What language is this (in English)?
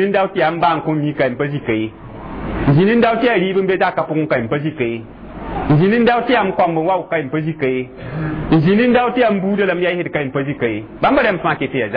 Mossi